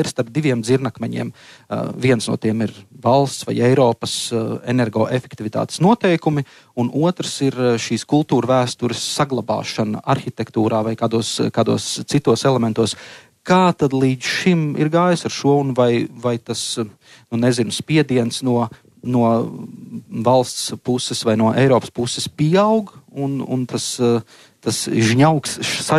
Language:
Latvian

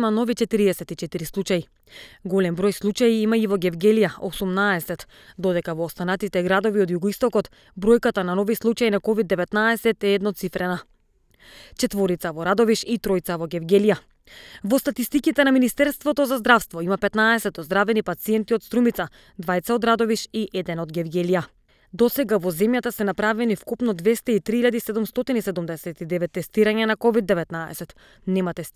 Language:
Macedonian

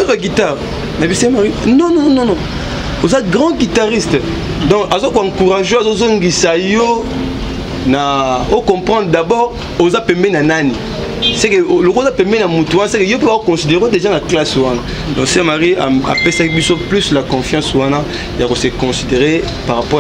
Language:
Lingala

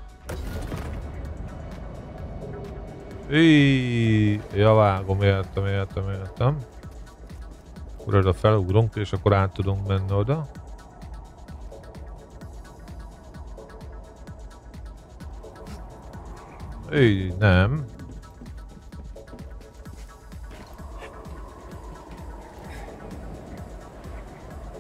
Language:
Hungarian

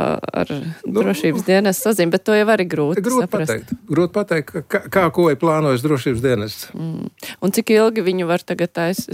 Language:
Latvian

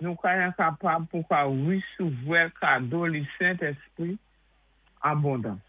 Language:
Saint Lucian Creole French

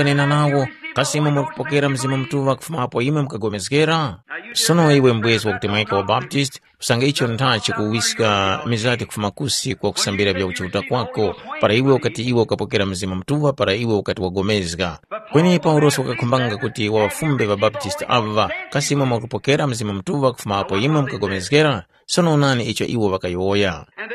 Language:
Tumbuka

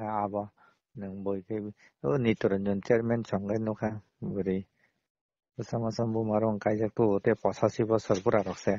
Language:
Kok Borok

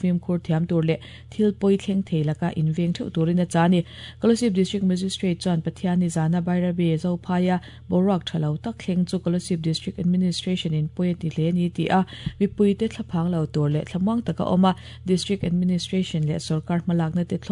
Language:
Mizo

